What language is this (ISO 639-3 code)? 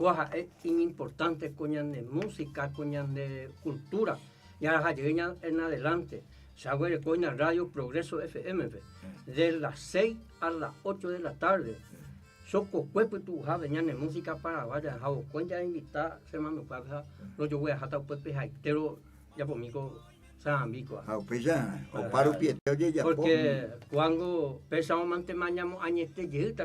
grn